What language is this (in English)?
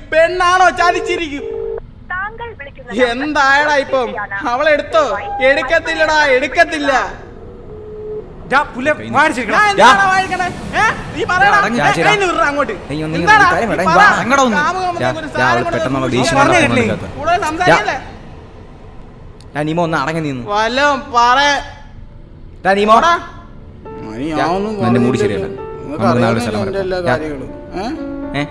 Malayalam